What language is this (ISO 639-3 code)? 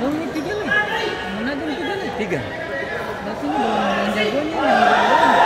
abs